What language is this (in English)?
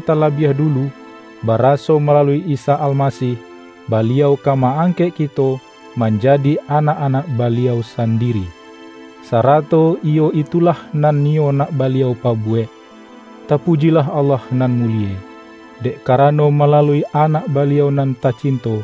Minangkabau